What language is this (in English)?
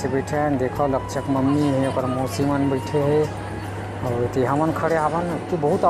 Chhattisgarhi